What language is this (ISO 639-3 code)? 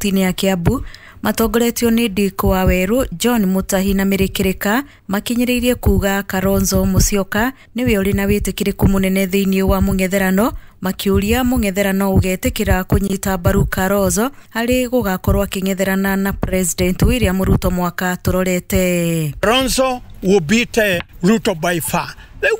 kik